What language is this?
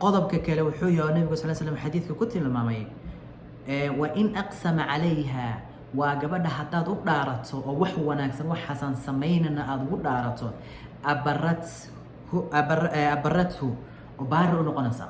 Somali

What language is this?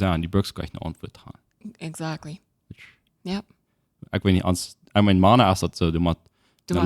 Plautdietsch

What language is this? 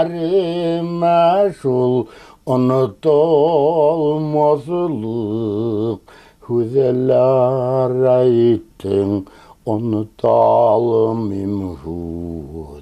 Bashkir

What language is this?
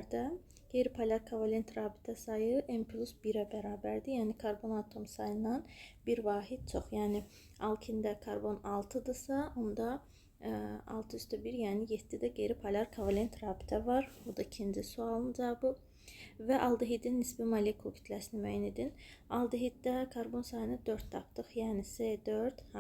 Azerbaijani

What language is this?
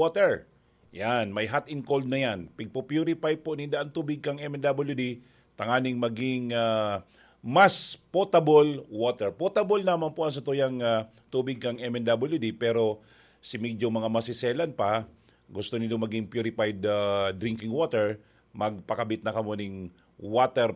Bikol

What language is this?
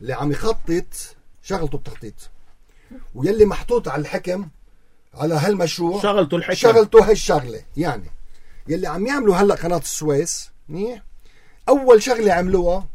North Levantine Arabic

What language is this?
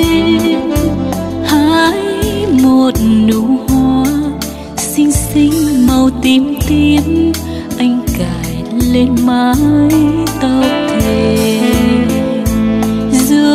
Vietnamese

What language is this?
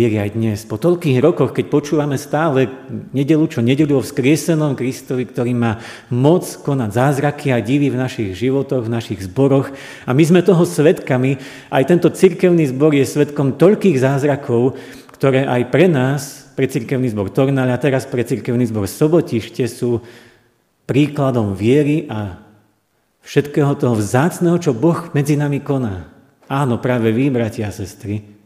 Slovak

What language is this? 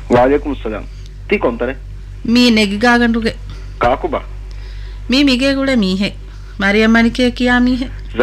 Divehi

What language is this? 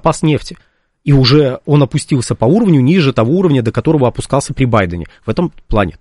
Russian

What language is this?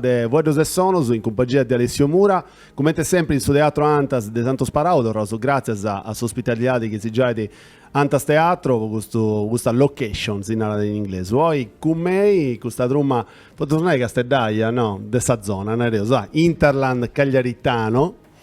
Sardinian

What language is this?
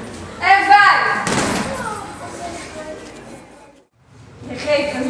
Dutch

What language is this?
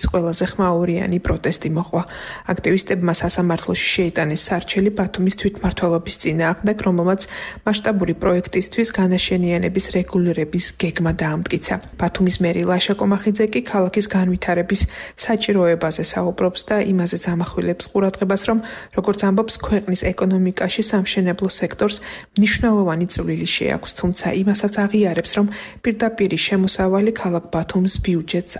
Georgian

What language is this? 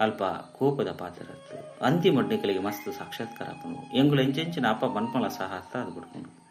Tulu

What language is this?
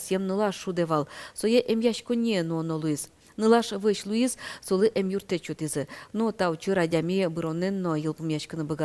Udmurt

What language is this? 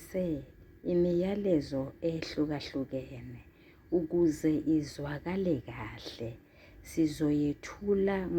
Zulu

